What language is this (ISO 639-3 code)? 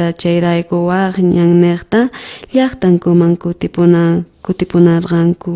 quh